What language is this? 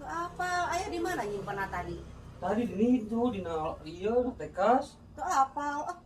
Sundanese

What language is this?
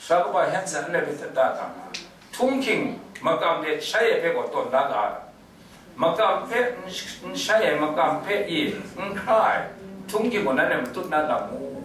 Kachin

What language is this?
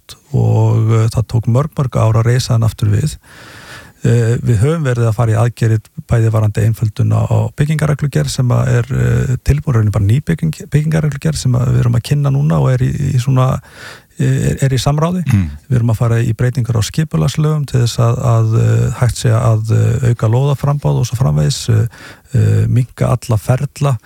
Icelandic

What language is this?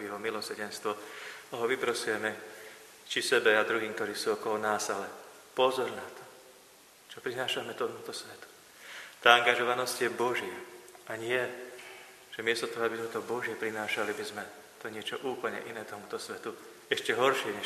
Slovak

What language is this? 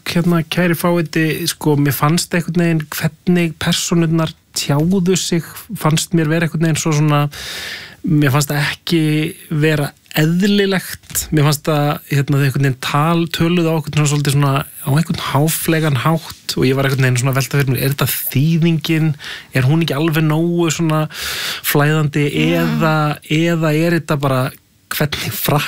Icelandic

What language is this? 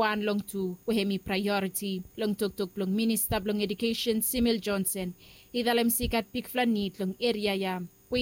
Bislama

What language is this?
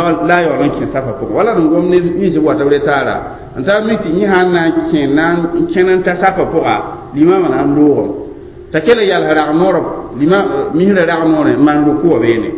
Mossi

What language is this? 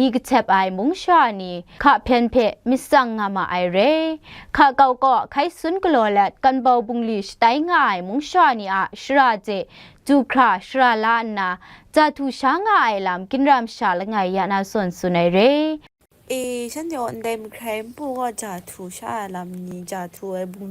Kachin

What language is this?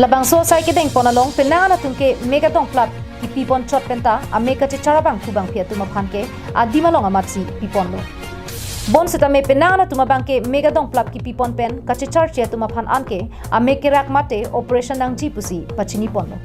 Karbi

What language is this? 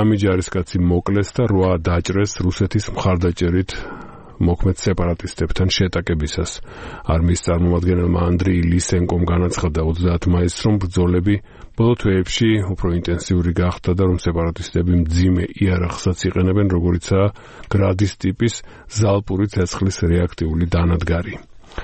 Georgian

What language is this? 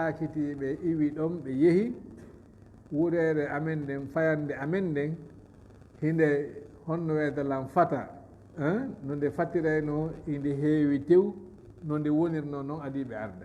Fula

